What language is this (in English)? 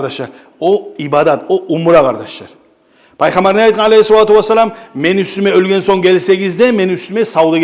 Kumyk